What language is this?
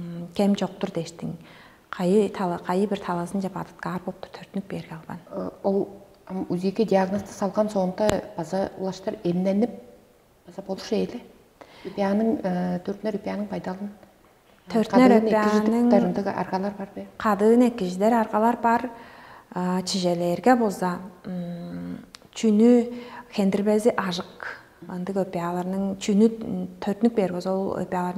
Tuvinian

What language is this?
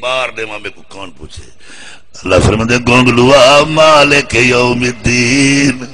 Saraiki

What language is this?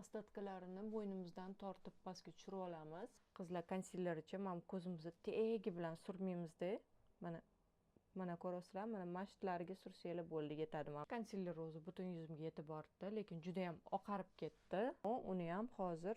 Uzbek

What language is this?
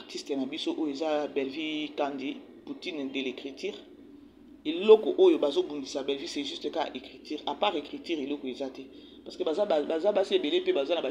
Lingala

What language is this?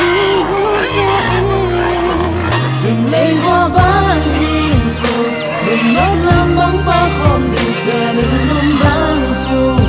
Tedim Chin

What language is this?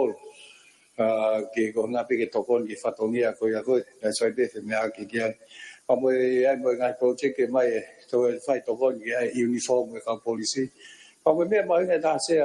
Tongan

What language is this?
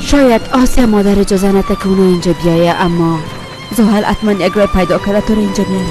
Persian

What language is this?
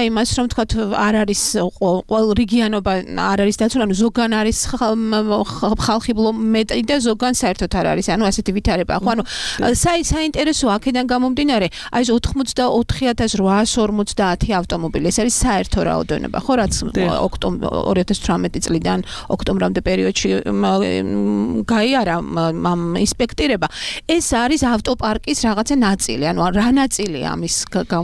Georgian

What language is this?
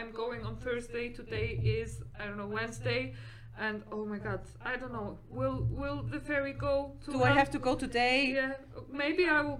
English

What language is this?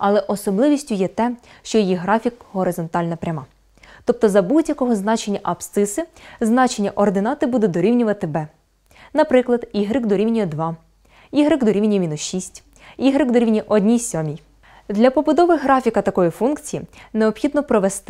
Ukrainian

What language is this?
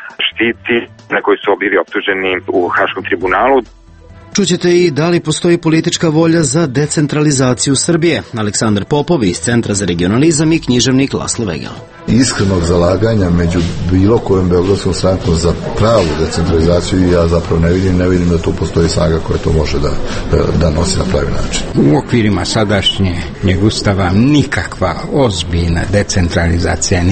Serbian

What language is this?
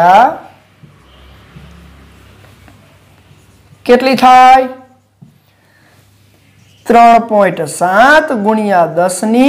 Gujarati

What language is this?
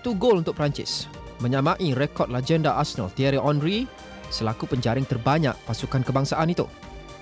Malay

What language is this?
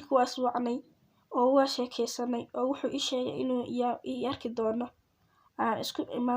Somali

